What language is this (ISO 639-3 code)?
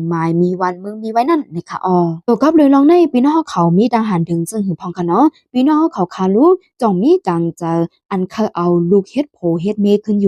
shn